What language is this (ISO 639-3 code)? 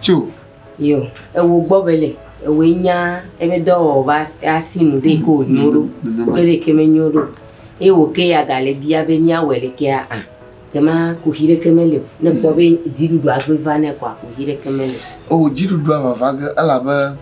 ewe